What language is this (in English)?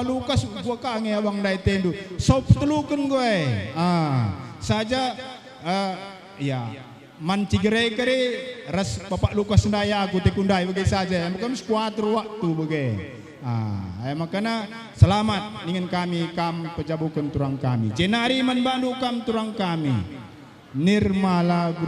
Batak Karo